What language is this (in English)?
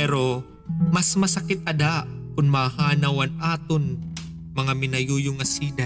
Waray